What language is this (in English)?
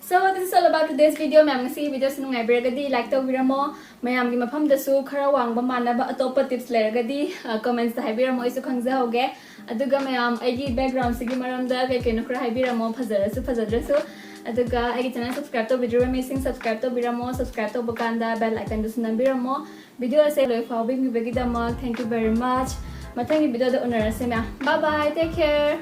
Manipuri